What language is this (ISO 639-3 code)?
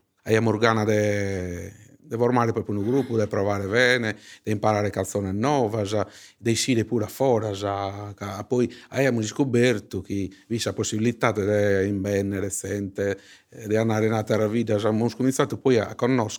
srd